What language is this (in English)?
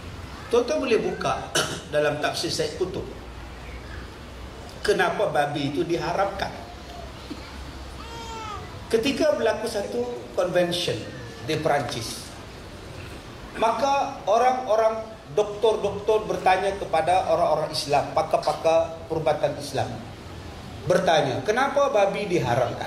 Malay